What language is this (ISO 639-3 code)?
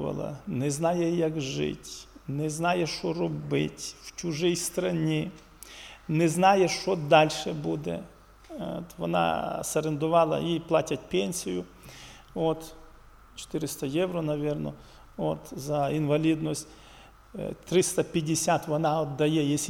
ukr